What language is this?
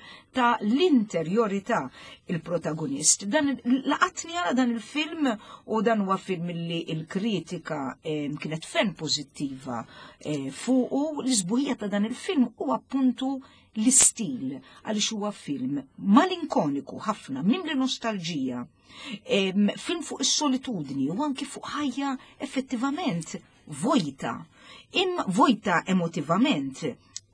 Maltese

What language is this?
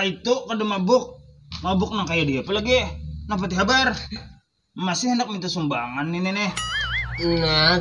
Banjar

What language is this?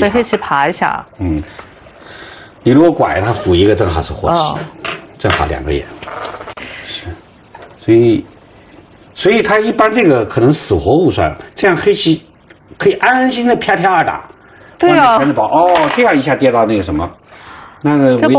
Chinese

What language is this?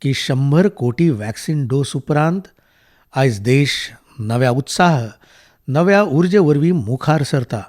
Konkani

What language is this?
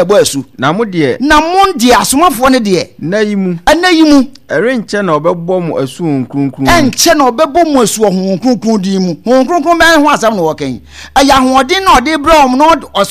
Akan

